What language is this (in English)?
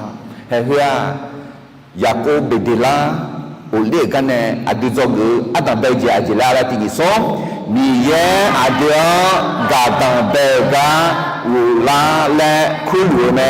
Akha